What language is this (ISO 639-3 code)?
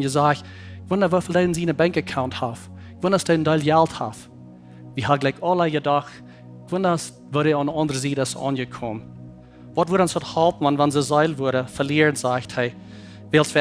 pdt